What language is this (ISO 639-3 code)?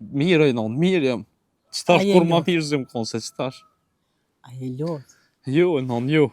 sqi